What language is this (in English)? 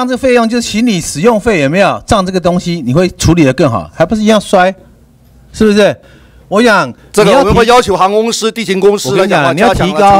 Chinese